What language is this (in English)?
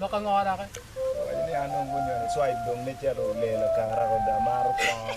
Acoli